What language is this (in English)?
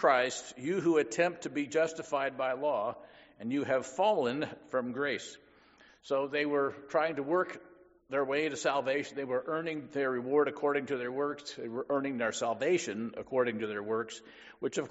English